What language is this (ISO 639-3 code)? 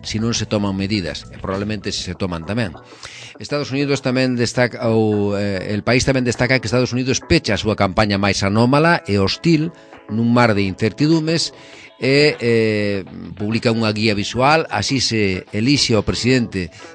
glg